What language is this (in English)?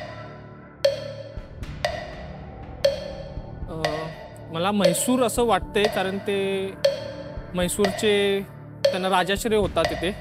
Marathi